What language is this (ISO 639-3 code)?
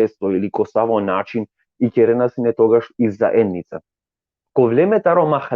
rmn